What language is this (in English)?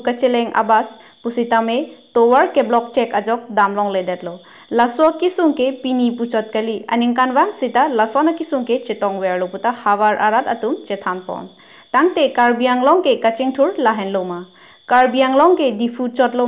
Karbi